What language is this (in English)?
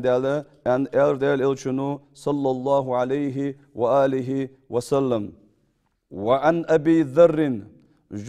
Ingush